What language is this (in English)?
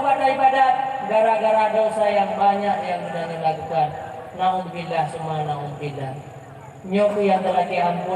Achinese